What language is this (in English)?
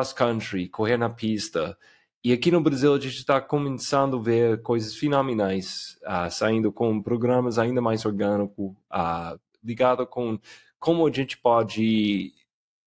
Portuguese